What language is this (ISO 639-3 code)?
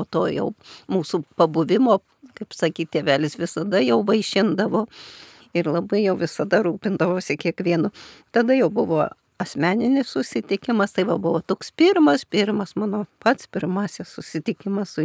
lit